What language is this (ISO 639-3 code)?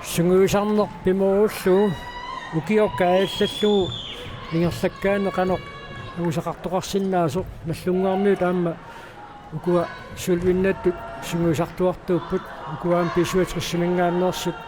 kal